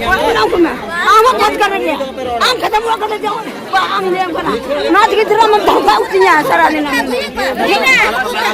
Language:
Santali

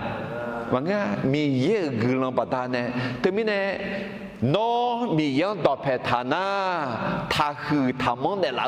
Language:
Akha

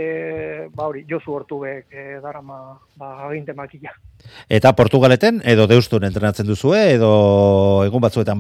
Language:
Basque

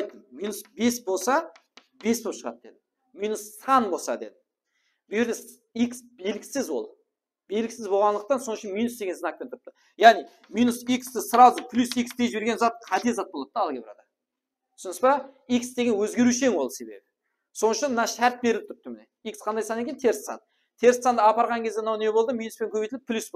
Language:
Kara-Kalpak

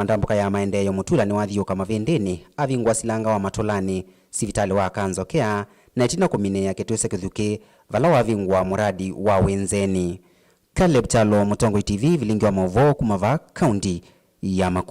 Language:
Kamba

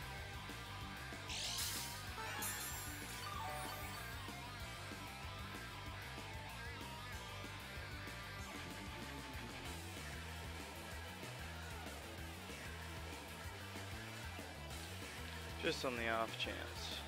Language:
English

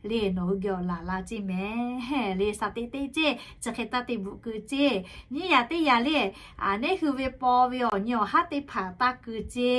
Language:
Lahu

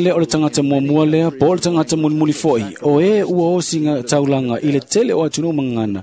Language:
Samoan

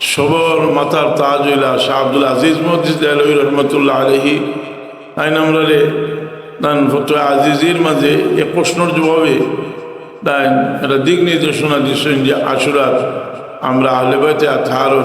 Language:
Sylheti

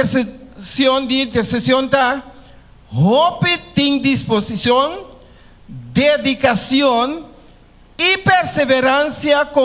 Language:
Papiamento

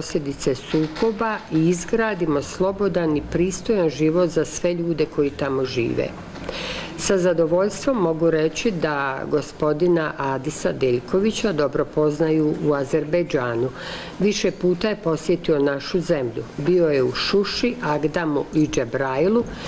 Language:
Bosnian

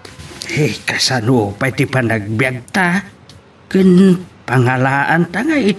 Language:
Iloko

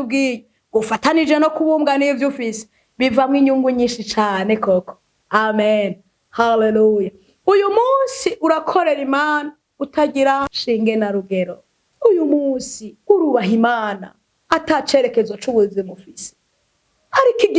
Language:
Rundi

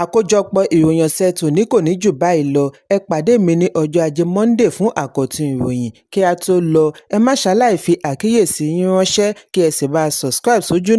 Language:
Yoruba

